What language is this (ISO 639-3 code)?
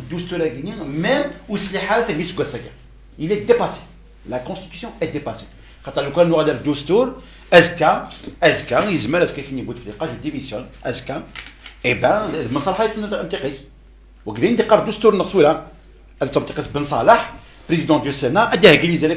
kab